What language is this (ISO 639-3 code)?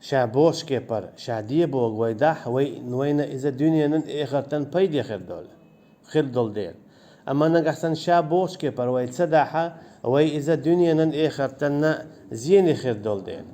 che